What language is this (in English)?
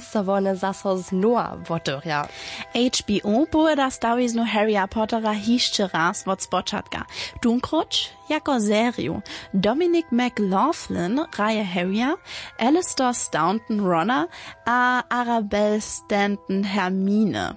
Upper Sorbian